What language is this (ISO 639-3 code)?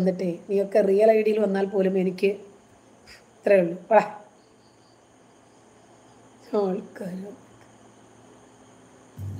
mal